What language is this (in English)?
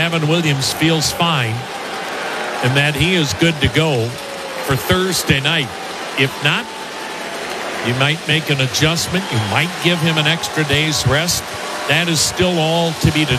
English